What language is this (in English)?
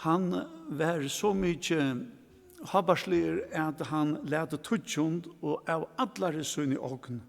Faroese